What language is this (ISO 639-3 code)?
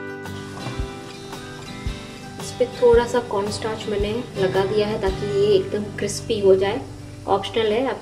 hin